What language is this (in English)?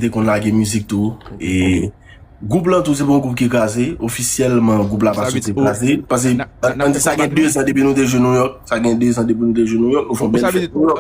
Haitian Creole